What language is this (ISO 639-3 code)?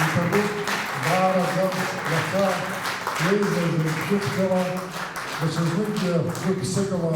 abk